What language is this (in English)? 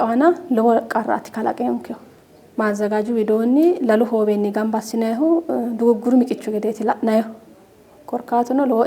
Sidamo